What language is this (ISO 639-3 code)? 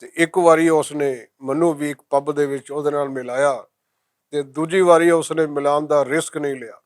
lah